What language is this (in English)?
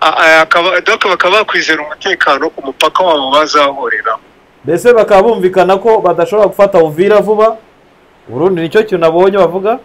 Kinyarwanda